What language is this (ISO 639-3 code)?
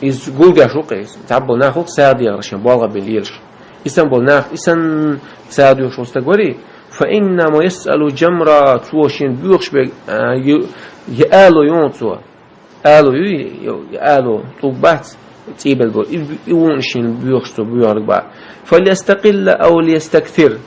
che